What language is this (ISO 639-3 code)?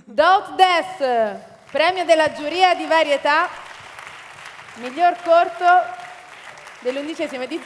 ita